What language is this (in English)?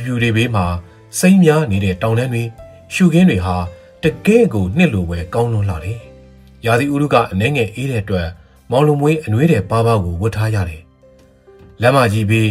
Burmese